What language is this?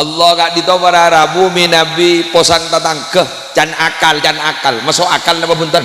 Madurese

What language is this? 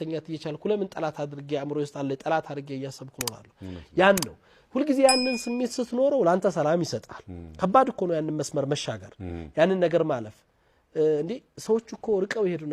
Amharic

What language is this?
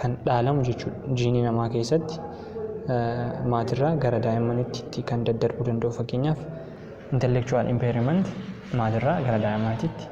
Oromo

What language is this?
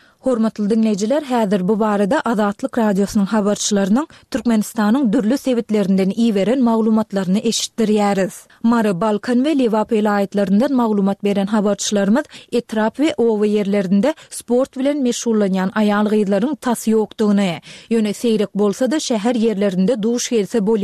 Turkmen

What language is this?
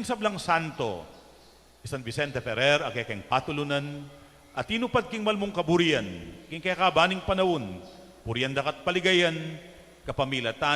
Pampanga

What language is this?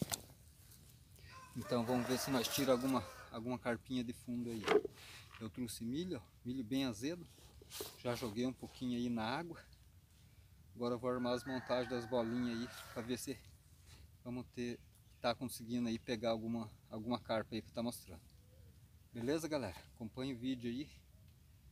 Portuguese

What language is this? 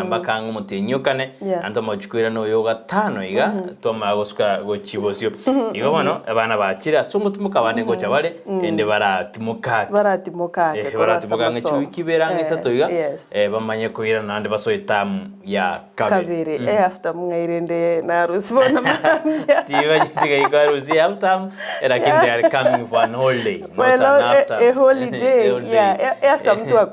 Gusii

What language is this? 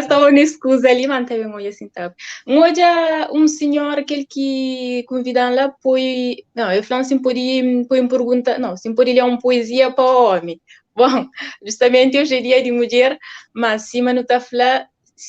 Kabuverdianu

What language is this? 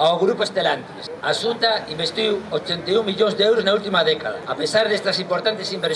Galician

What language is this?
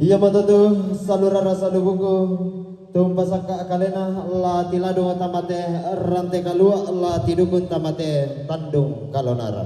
Toraja-Sa'dan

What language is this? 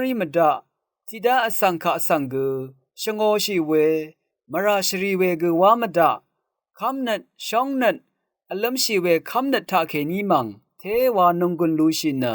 Rawang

